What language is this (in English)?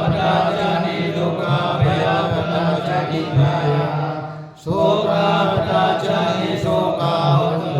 Pali